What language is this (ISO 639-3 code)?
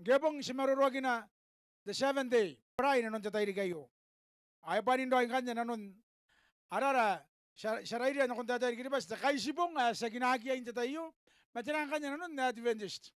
gil